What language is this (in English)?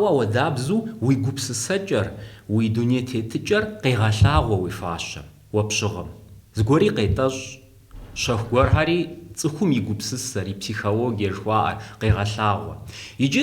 Kabardian